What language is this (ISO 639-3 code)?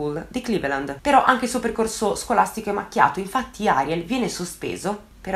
ita